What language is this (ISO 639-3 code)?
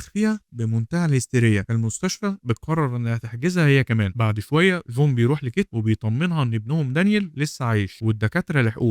arz